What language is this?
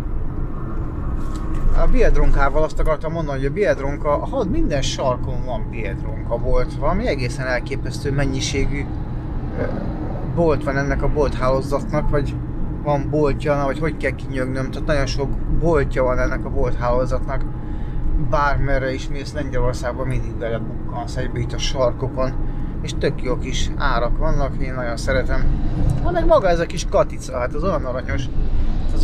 Hungarian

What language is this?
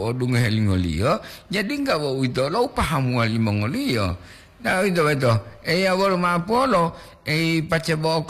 Gorontalo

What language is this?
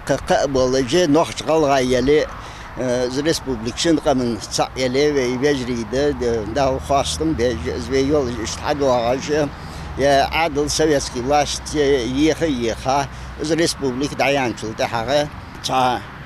Ingush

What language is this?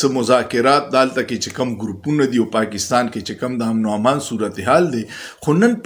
Pashto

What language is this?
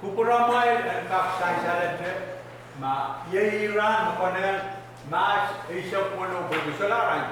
Pohnpeian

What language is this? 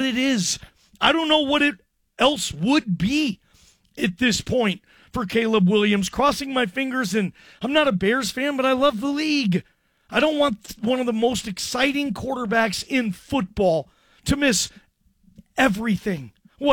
English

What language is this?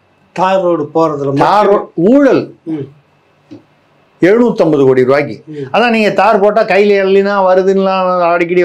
Tamil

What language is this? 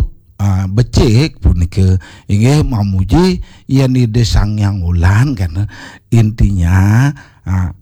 Balinese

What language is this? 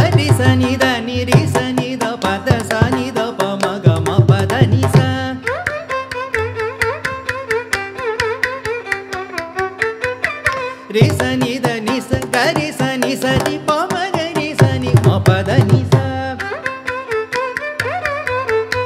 Kannada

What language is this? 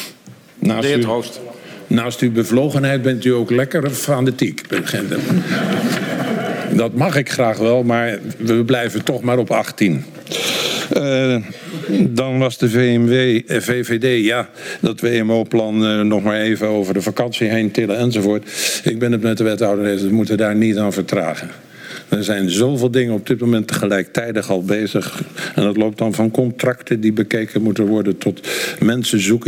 Dutch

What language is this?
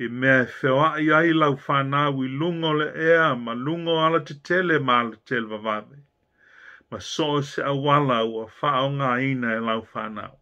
Samoan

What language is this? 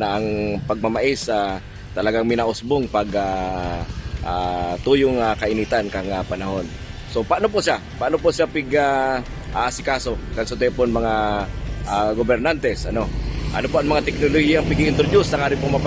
Bikol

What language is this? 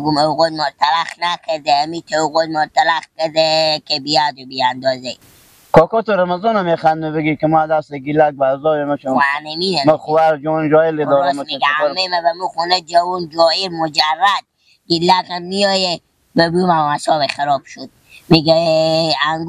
Persian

